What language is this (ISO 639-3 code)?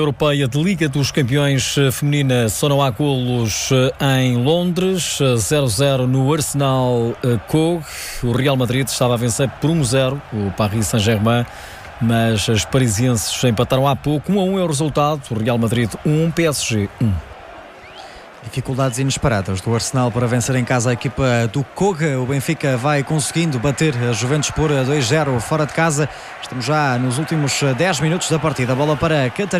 por